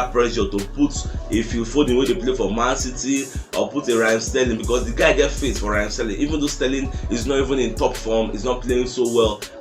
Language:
Nigerian Pidgin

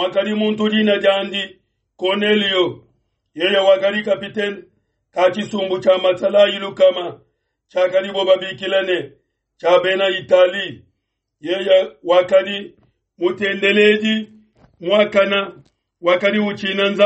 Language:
Luba-Lulua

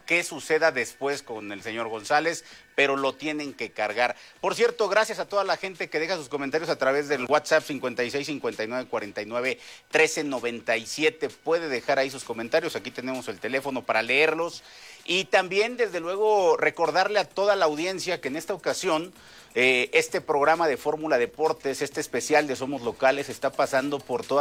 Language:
Spanish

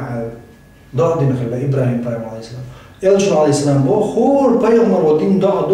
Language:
Chechen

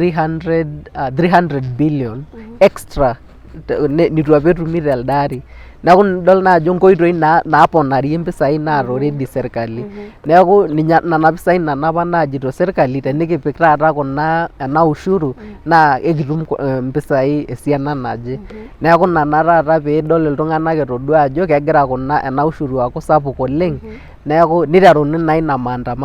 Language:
Masai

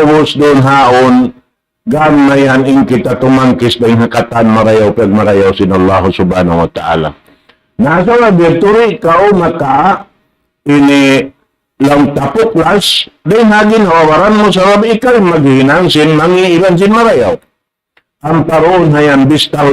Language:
Tausug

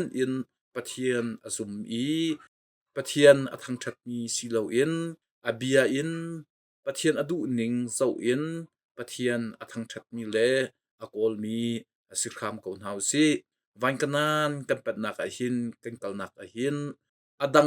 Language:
Hakha Chin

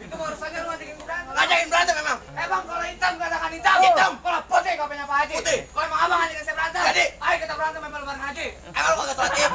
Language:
Betawi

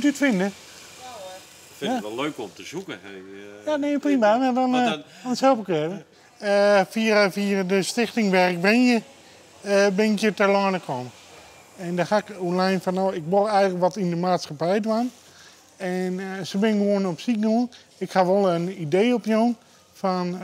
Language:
Western Frisian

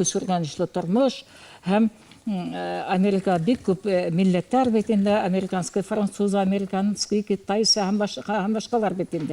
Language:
Bashkir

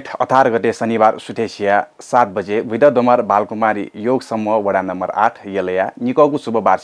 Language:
Newari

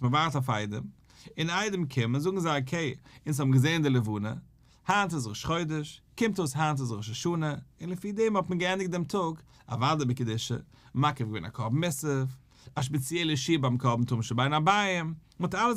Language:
Yiddish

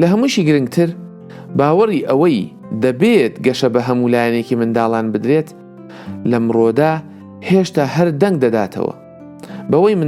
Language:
Central Kurdish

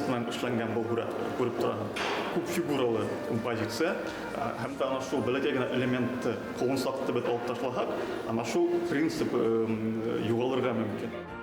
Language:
Bashkir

